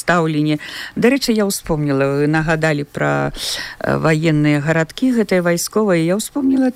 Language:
Belarusian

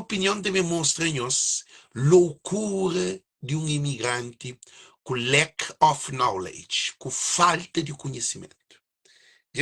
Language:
Kabuverdianu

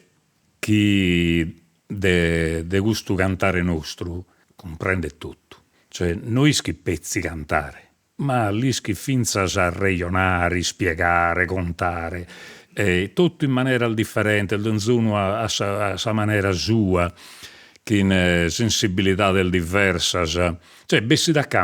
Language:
Sardinian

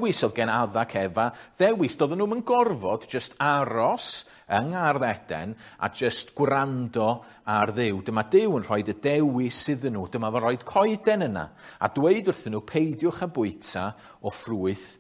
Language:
Welsh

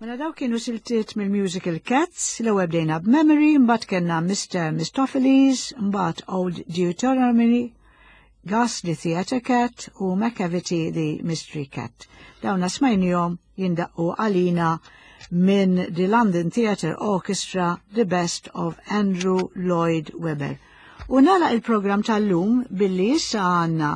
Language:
Maltese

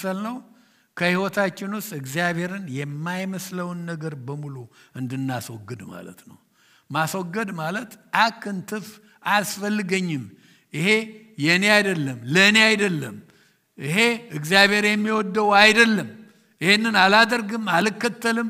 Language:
Amharic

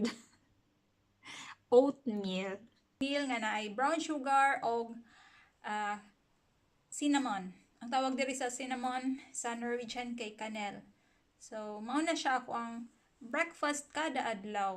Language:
Cebuano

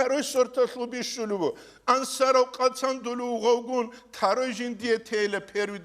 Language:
Avaric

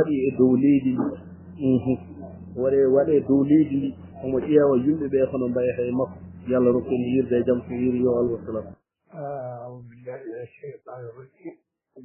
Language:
Fula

